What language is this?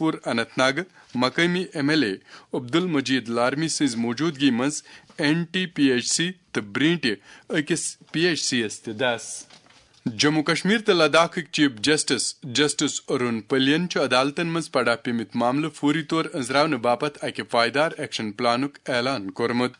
Kashmiri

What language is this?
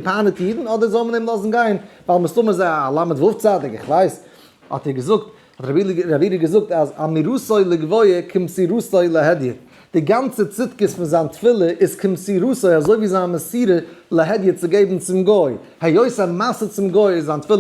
Yiddish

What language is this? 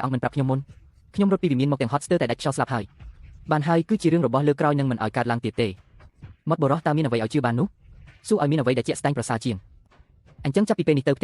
Khmer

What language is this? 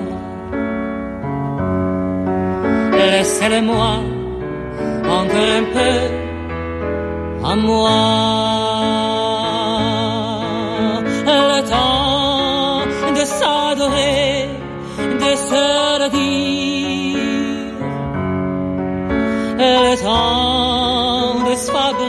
French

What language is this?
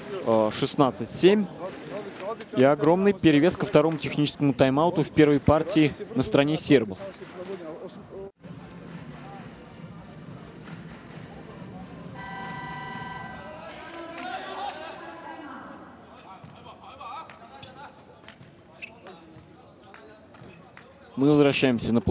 Russian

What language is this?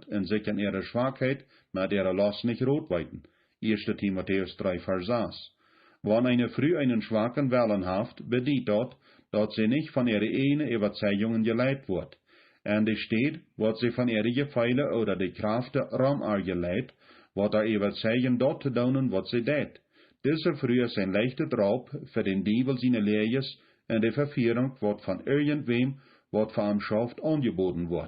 Plautdietsch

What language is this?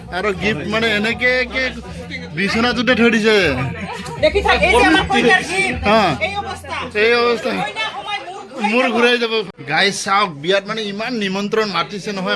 Assamese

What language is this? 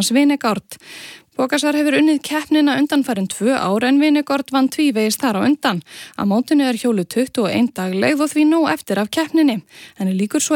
Icelandic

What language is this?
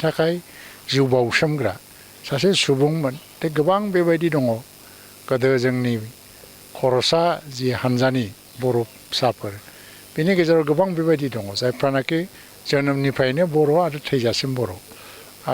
Bodo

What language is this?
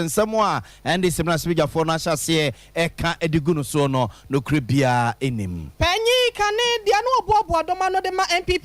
Akan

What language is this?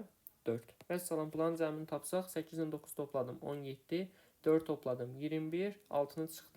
Azerbaijani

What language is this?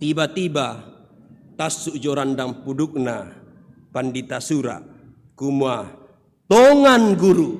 Toraja-Sa'dan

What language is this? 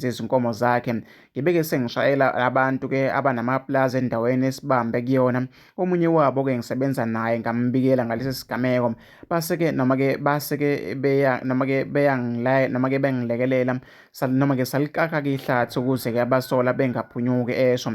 Zulu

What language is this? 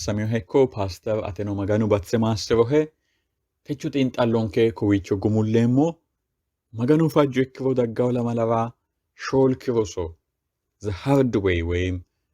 Sidamo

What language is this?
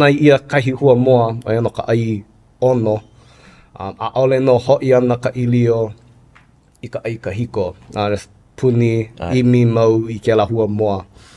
Hawaiian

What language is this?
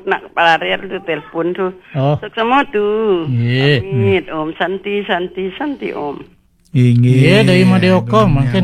Balinese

